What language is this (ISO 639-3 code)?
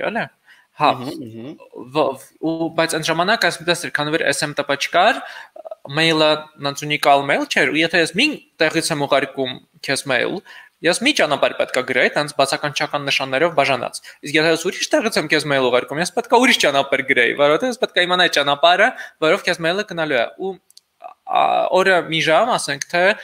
hye